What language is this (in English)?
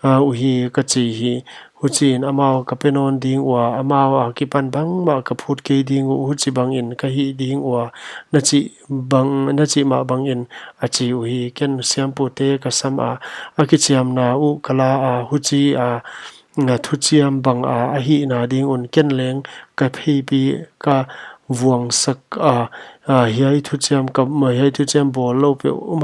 Paite Chin